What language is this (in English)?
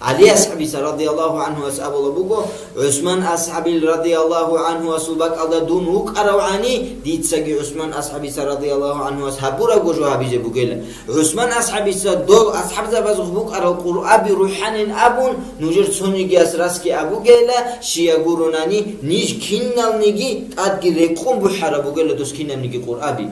Avaric